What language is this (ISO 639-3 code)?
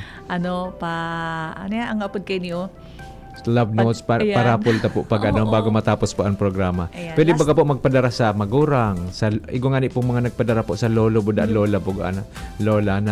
bik